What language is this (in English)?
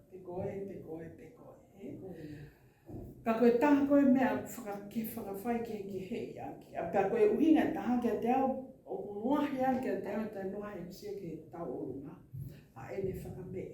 Tongan